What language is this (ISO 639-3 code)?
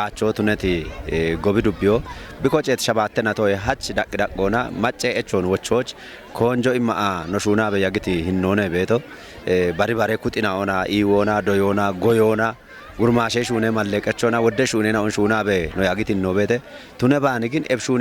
kbr